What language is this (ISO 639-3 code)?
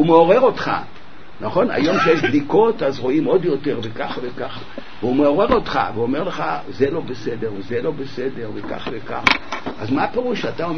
heb